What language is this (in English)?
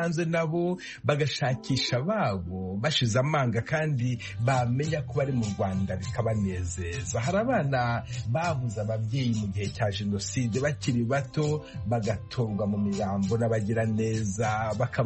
Kinyarwanda